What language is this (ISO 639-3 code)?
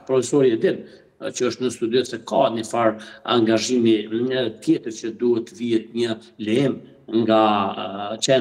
sqi